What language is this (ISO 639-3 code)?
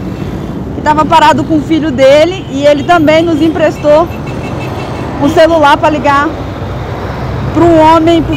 por